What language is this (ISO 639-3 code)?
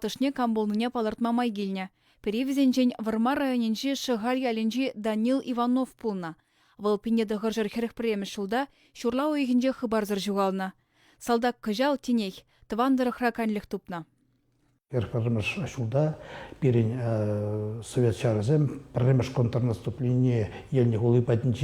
chv